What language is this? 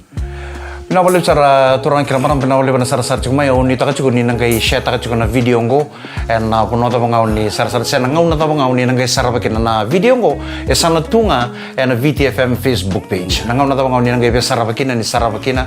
Fijian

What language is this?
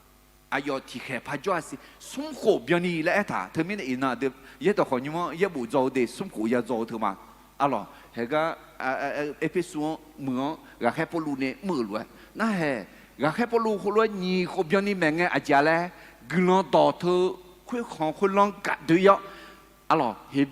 Akha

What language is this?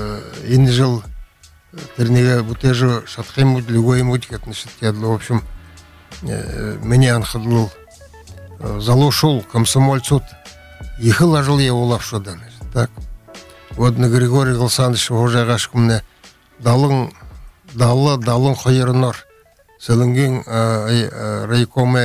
Buriat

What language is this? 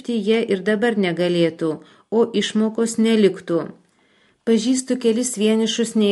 Lithuanian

